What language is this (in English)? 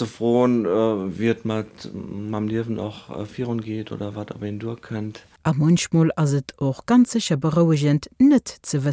Luxembourgish